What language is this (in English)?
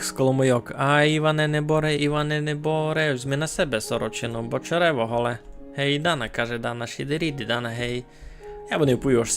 Rusyn